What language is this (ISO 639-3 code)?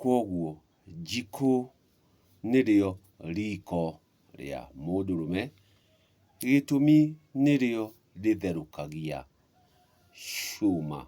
kik